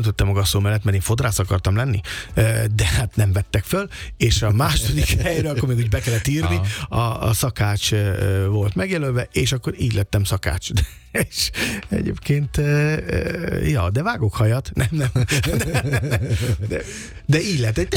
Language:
Hungarian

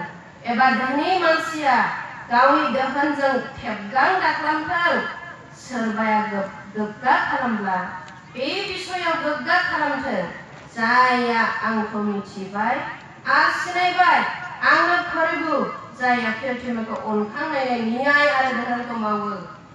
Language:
Bodo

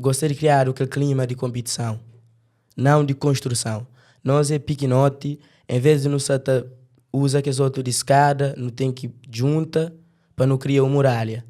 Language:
Kabuverdianu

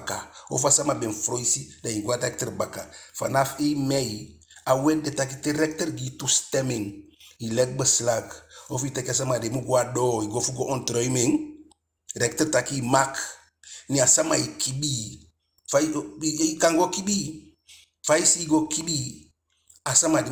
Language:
Eastern Maroon Creole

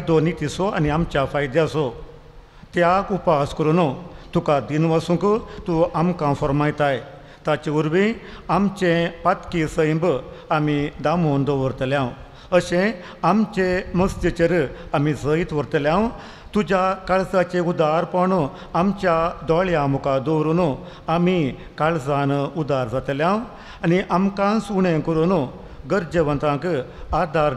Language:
Konkani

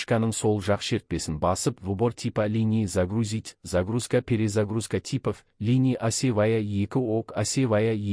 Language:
Kazakh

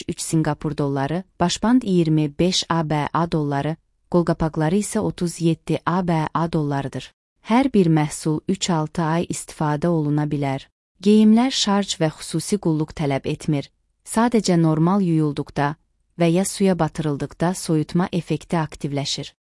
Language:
Azerbaijani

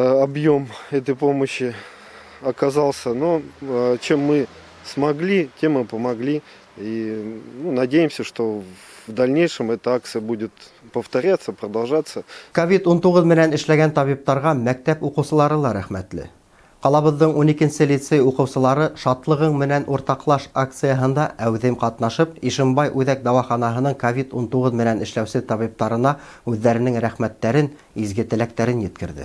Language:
Bashkir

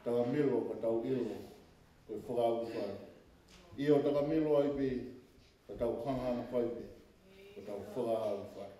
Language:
Tongan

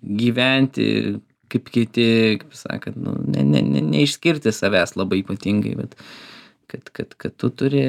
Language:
Lithuanian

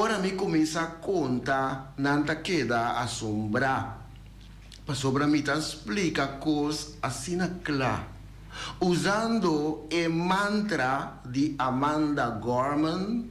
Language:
Papiamento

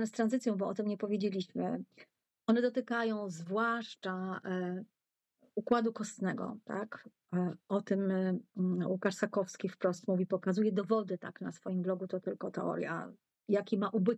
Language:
Polish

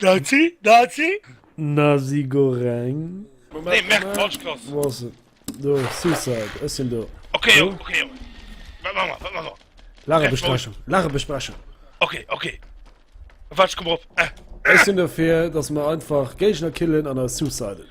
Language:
Luxembourgish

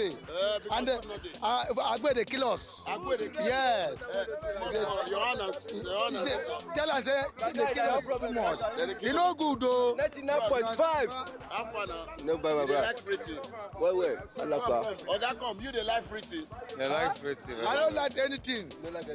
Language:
Nigerian Pidgin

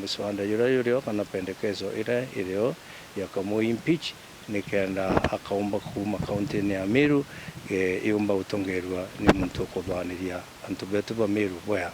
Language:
Meru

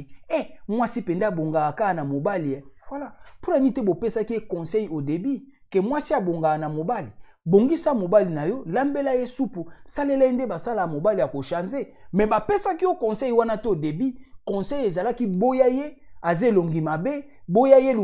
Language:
Lingala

